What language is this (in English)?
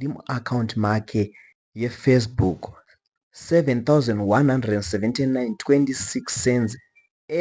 Shona